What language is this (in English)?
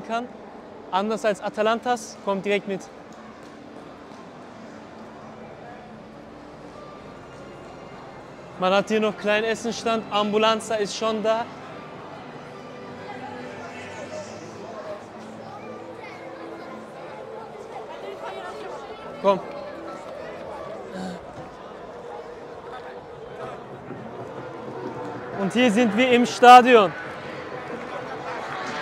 German